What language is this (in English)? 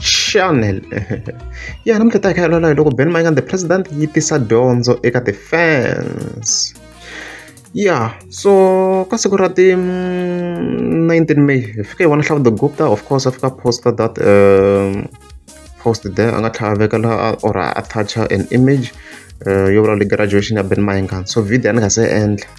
Tsonga